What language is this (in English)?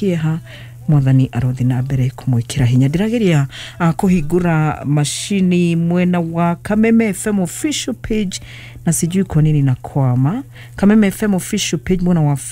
Kikuyu